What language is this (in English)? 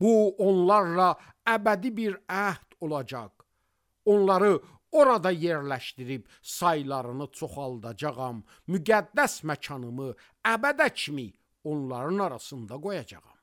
Azerbaijani